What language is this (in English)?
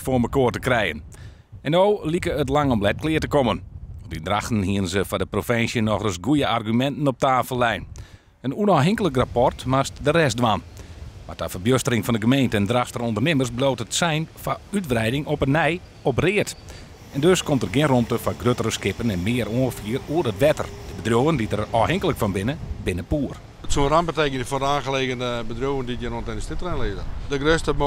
Western Frisian